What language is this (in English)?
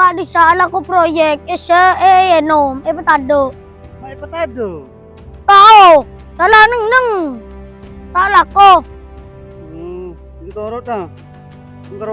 Madurese